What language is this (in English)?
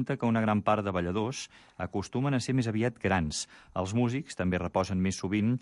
Catalan